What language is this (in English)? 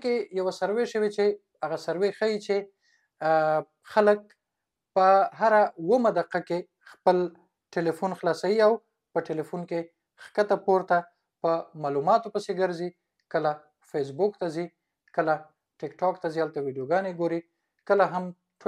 Pashto